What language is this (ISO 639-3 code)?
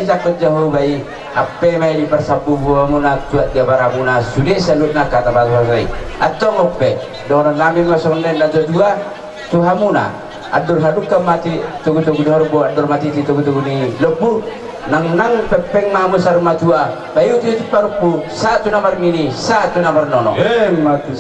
bbc